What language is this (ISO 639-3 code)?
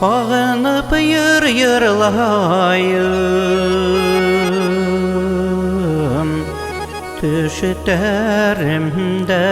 bak